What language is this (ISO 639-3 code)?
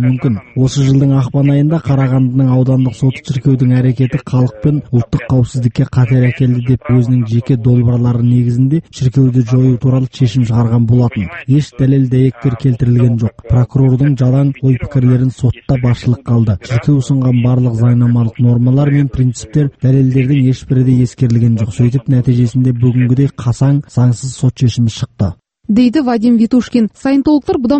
kaz